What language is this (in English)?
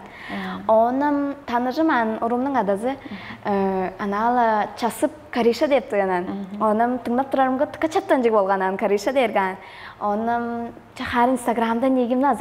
Tuvinian